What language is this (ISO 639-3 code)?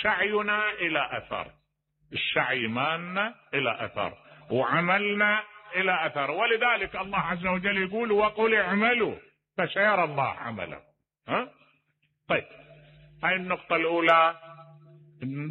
acm